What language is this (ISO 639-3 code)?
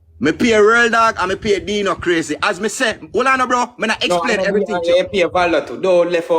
jam